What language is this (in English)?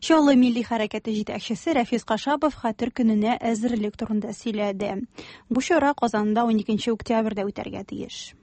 Tatar